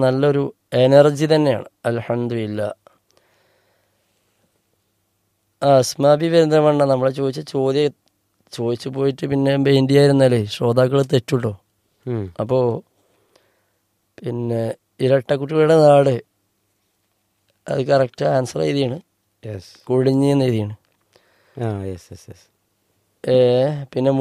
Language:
Malayalam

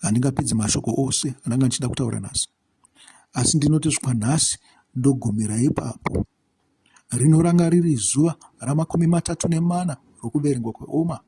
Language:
Shona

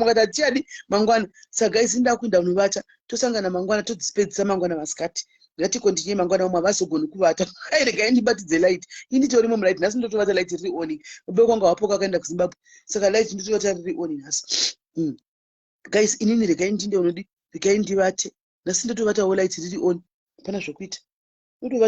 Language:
Shona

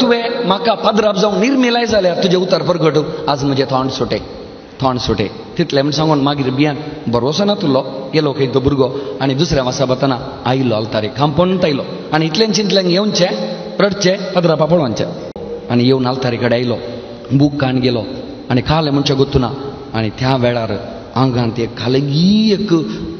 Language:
Konkani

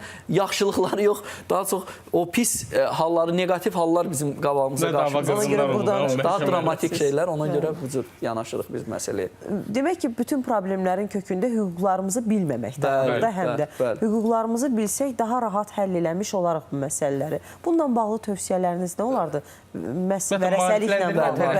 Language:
Azerbaijani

